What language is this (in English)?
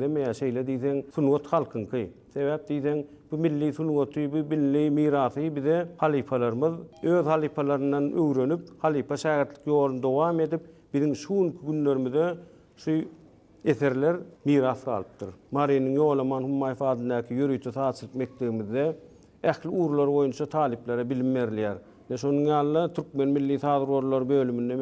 Turkmen